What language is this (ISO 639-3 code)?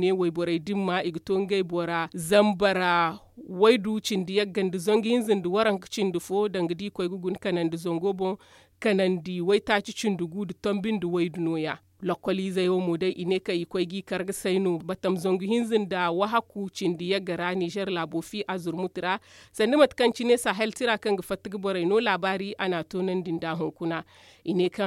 dje